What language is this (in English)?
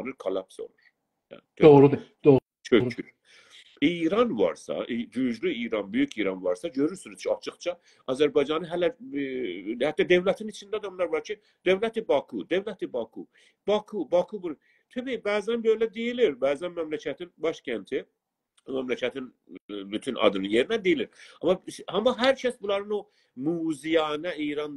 South Azerbaijani